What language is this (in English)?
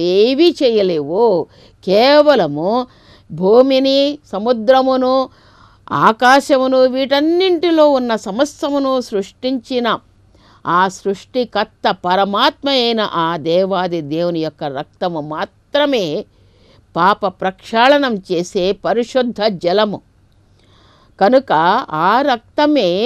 Telugu